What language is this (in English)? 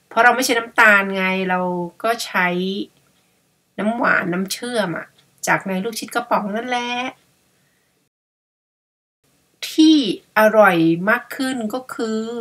Thai